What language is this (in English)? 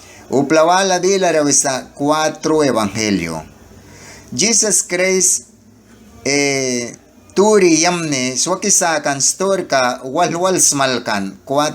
Mískito